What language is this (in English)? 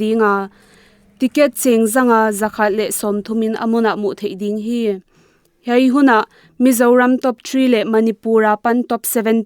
Paite Chin